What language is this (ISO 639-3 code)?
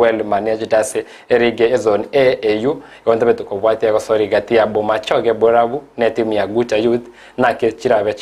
guz